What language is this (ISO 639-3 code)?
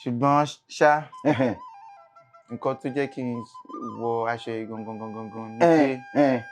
yor